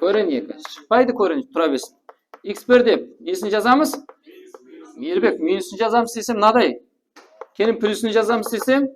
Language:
Kara-Kalpak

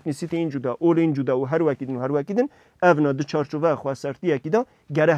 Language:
Kurdish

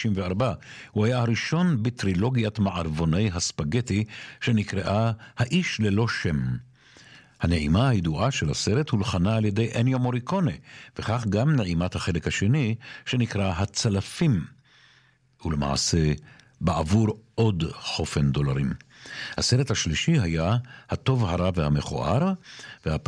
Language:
Hebrew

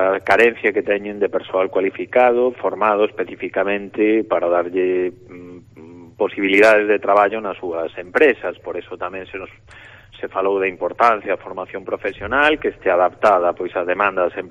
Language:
Galician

